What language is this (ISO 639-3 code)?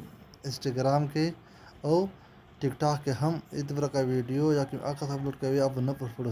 pus